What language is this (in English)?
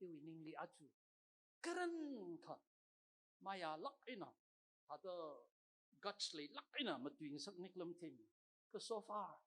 Tangkhul Naga (India)